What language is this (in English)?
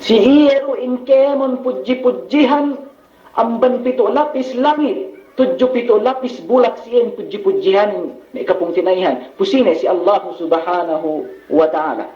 Yakan